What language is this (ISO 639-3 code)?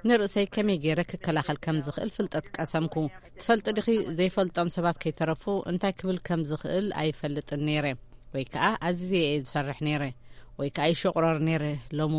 tir